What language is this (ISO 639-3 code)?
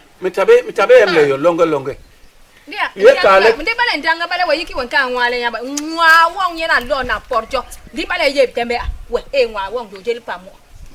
bas